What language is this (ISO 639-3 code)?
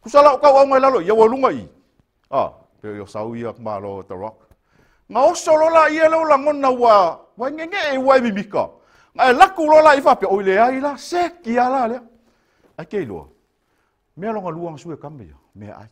smo